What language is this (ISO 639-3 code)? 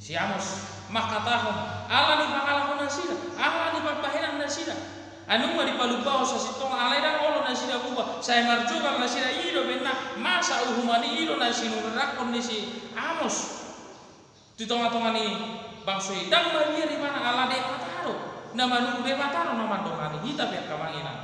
bbc